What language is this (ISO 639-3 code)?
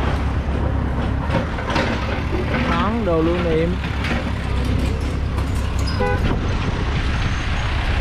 vie